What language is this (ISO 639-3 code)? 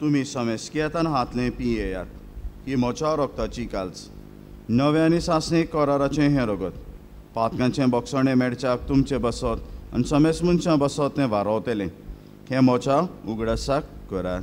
kok